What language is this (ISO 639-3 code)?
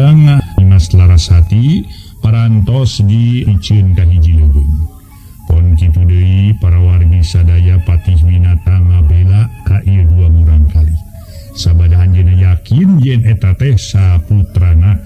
sun